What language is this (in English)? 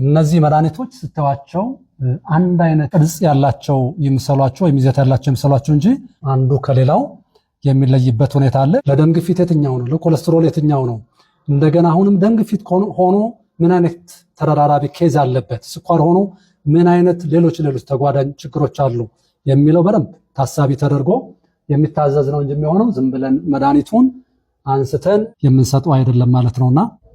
Amharic